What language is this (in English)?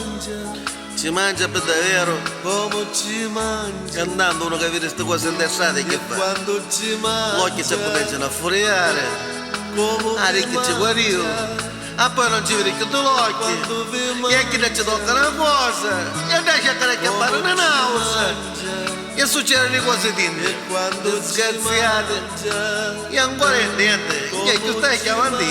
Neapolitan